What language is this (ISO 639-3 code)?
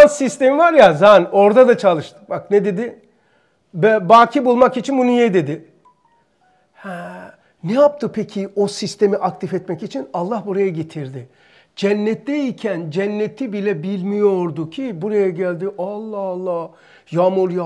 tur